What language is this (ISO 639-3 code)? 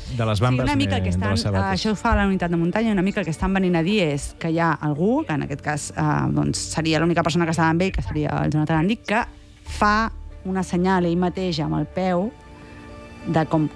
cat